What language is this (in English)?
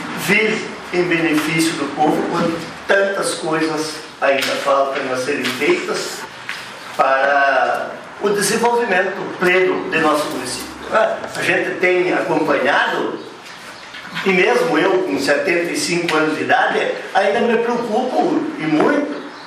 Portuguese